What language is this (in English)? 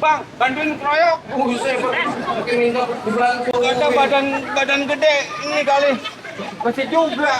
Betawi